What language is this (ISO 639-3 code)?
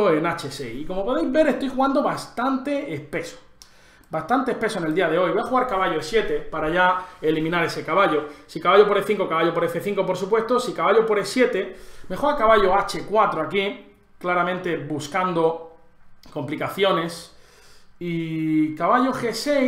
spa